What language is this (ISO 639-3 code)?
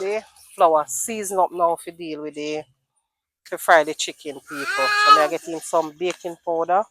jam